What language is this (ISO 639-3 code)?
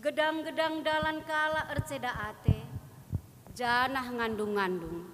btx